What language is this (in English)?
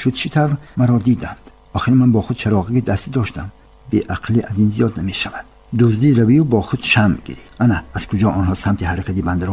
Tajik